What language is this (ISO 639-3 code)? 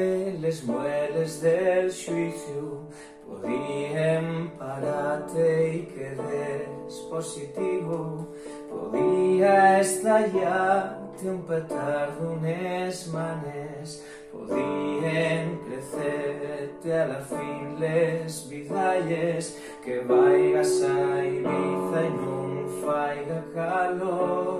ast